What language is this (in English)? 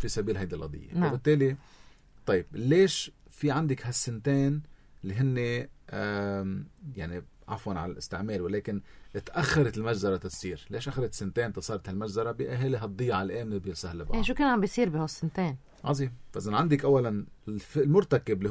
North Levantine Arabic